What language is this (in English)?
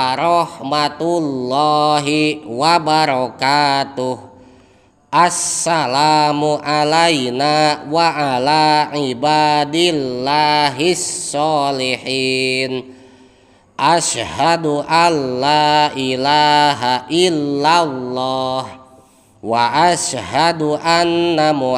Sundanese